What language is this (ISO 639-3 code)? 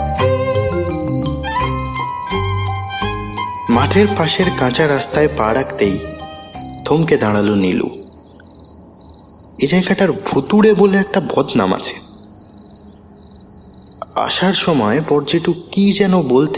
ben